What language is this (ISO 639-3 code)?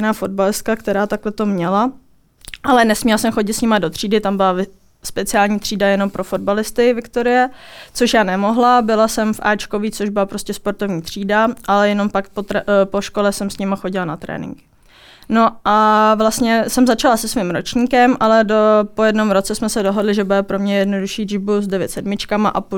ces